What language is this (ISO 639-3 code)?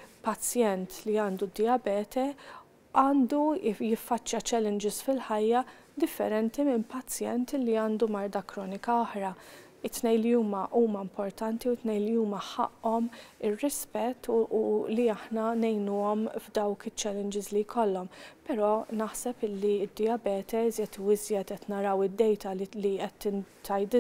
mlt